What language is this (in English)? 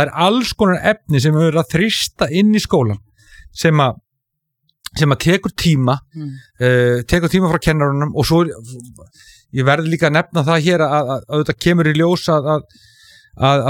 Icelandic